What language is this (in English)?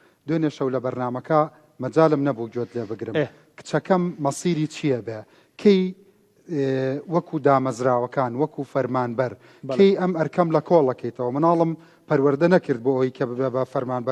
Central Kurdish